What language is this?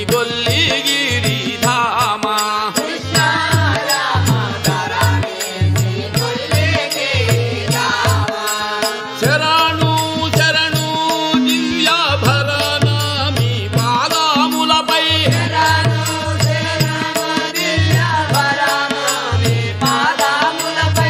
Telugu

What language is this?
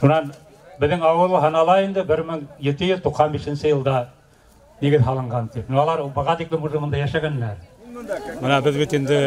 Bashkir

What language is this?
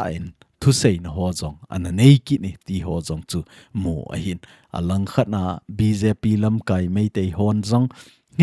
Thado Chin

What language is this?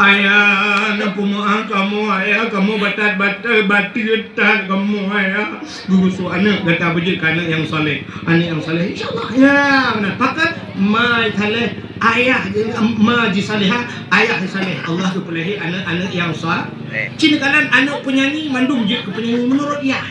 Achinese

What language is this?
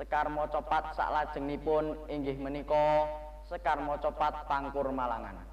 Javanese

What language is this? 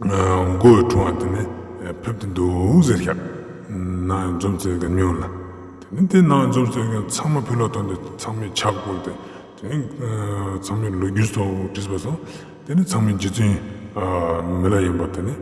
Ladakhi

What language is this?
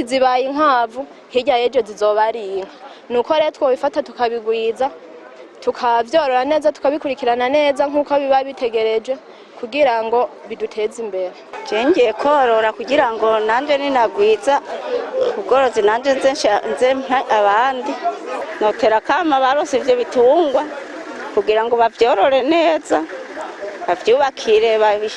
Rundi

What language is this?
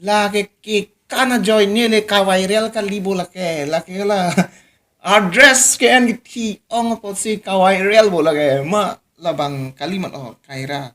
Karbi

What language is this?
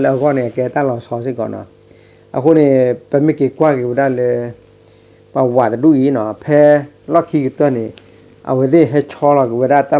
S'gaw Karen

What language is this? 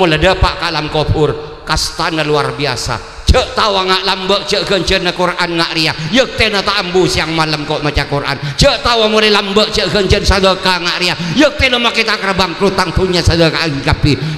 Madurese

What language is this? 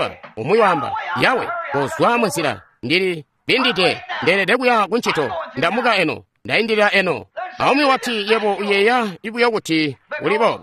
Tonga (Zambia)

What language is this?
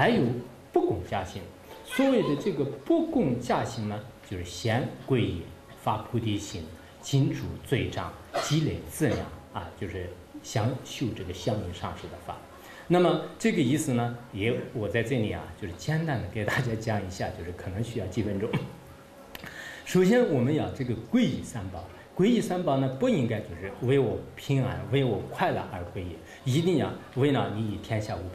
Chinese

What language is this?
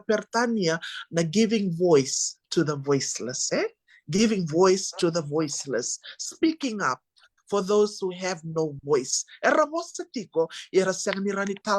Fijian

